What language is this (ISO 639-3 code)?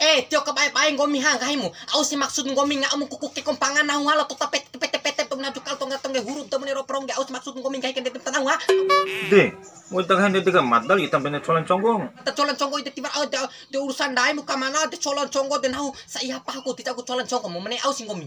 bhp